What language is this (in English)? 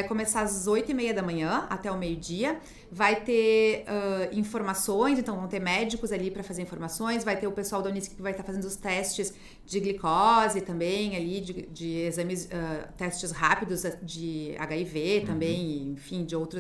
Portuguese